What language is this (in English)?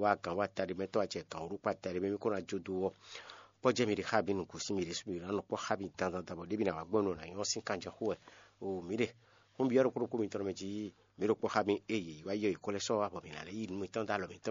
Fon